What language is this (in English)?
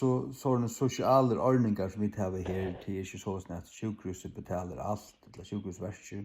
Faroese